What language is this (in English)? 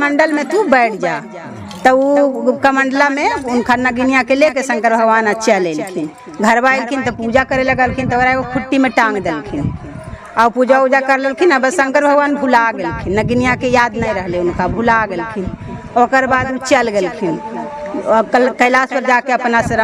Magahi